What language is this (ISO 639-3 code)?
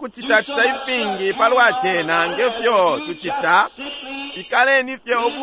bem